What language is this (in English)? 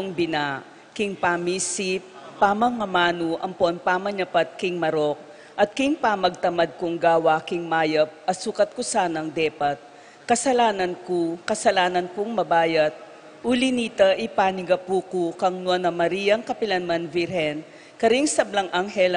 Pampanga